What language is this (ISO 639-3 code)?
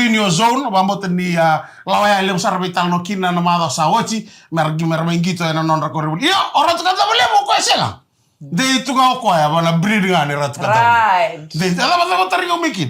fij